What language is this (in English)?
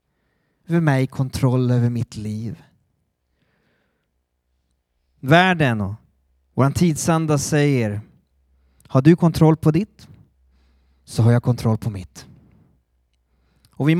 Swedish